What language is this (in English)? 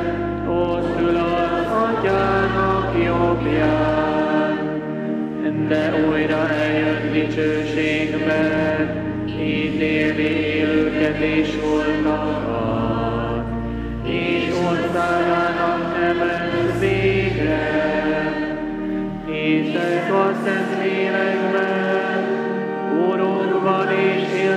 Hungarian